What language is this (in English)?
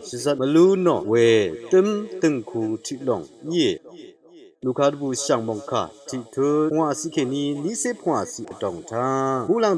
Rawang